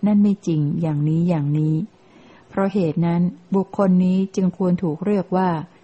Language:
Thai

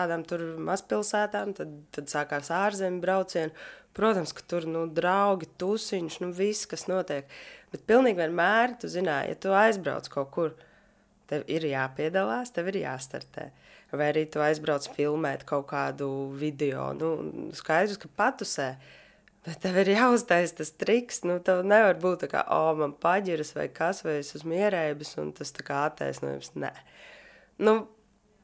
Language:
Latvian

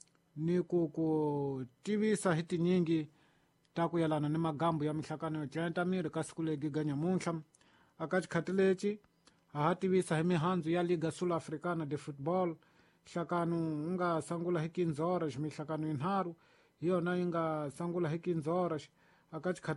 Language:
Tsonga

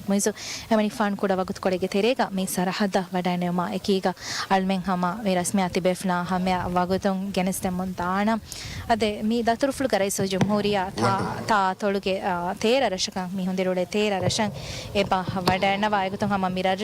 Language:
Divehi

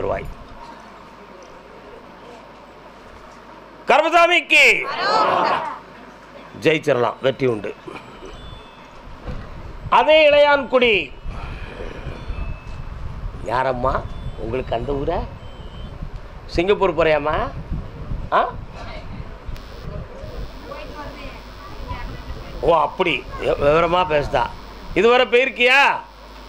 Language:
Tamil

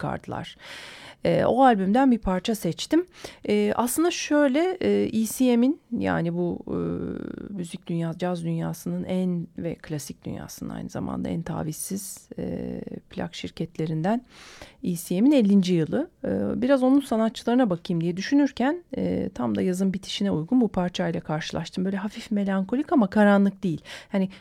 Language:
Turkish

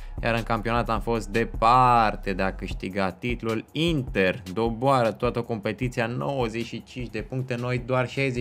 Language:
Romanian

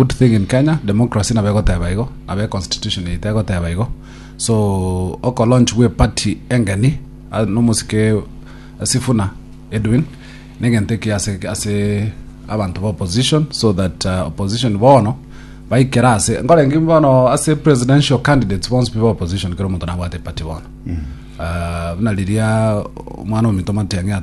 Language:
Gusii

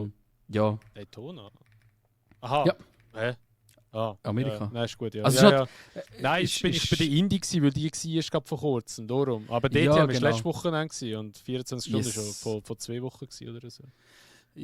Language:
Swiss German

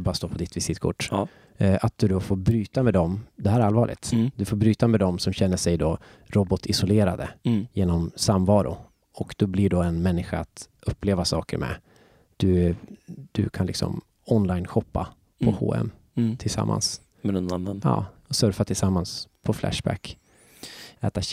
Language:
Swedish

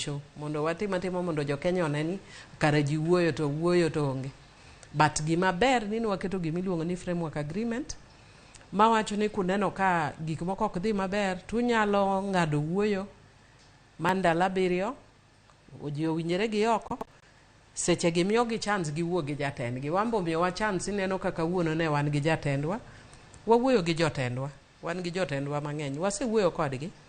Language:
Luo (Kenya and Tanzania)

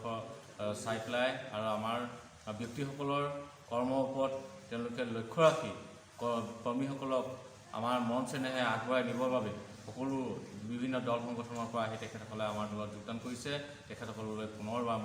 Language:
Assamese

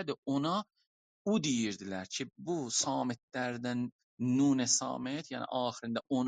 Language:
South Azerbaijani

